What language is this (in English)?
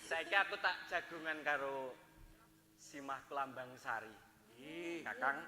Javanese